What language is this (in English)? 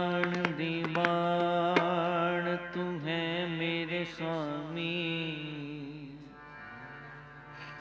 Punjabi